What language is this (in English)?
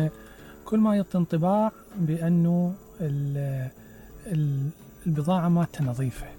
Mesopotamian Arabic